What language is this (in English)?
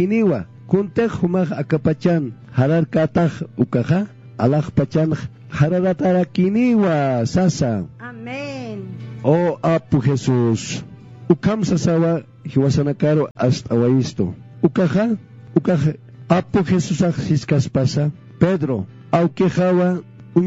Aymara